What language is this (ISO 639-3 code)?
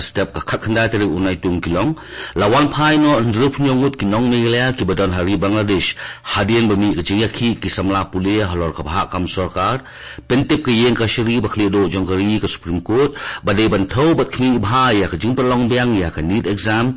kha